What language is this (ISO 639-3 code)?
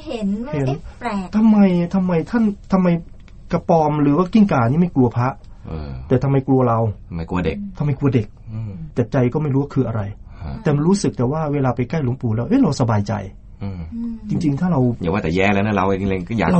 tha